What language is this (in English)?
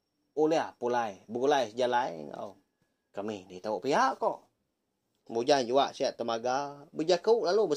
Iban